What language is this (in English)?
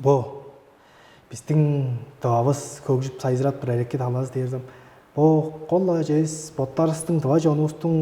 Tuvinian